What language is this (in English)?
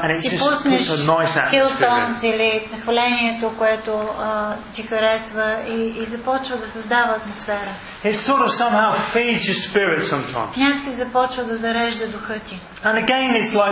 Bulgarian